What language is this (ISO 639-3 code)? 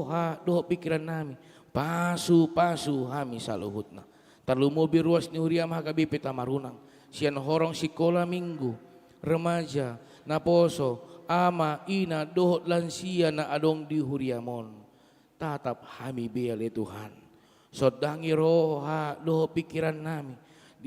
bbc